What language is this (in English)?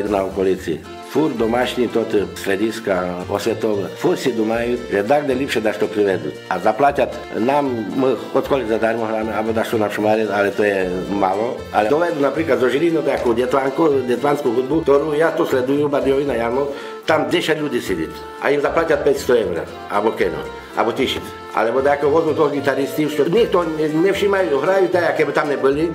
Slovak